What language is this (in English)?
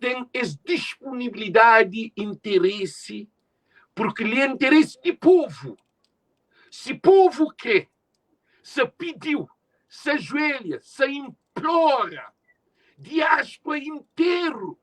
Kabuverdianu